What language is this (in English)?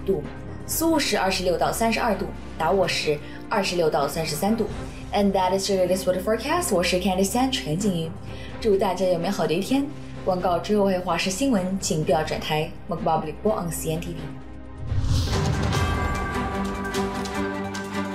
Chinese